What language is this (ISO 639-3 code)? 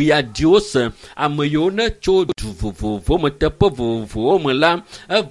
ewe